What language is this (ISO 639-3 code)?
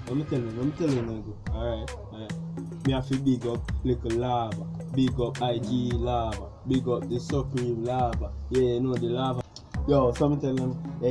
jam